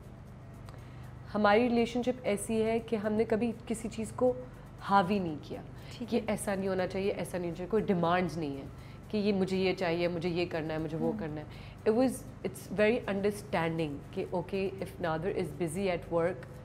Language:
Urdu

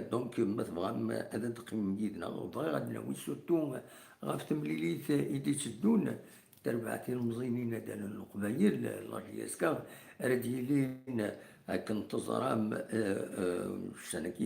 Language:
Kabyle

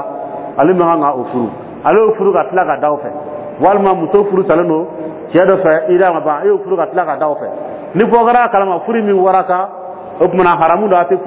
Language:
Dyula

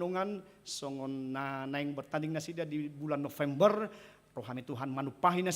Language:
Batak Toba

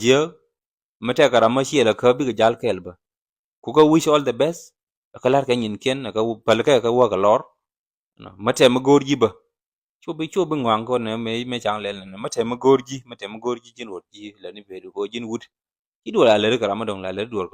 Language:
Nuer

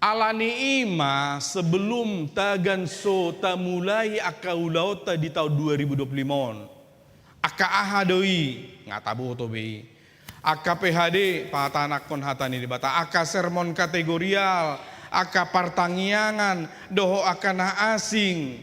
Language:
Batak Toba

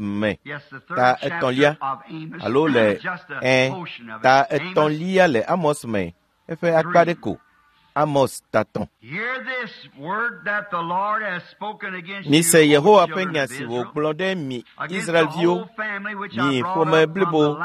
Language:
Ewe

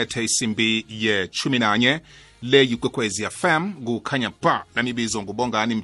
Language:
South Ndebele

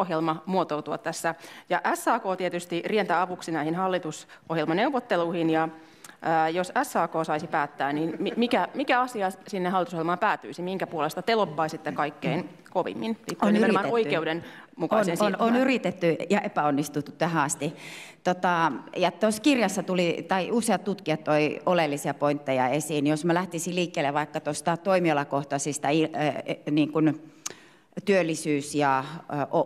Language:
Finnish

